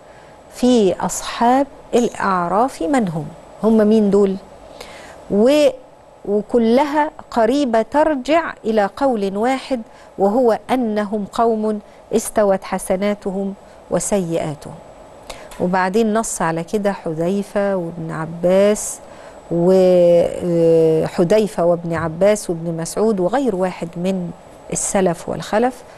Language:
Egyptian Arabic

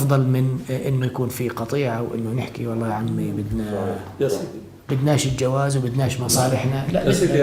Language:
North Levantine Arabic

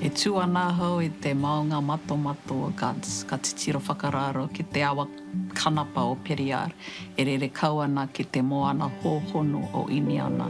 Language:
Māori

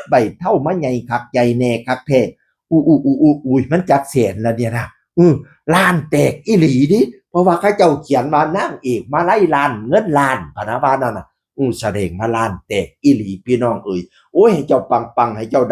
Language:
Northeastern Thai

